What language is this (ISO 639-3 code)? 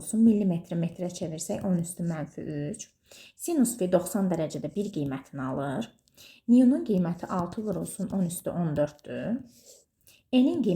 aze